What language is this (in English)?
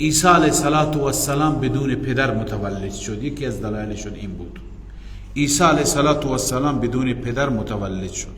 Persian